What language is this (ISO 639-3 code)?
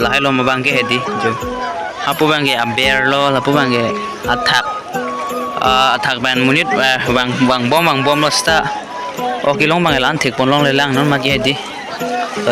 mjw